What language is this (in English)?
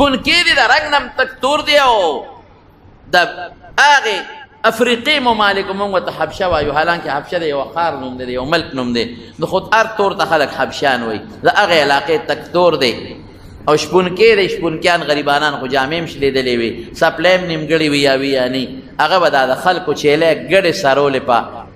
Pashto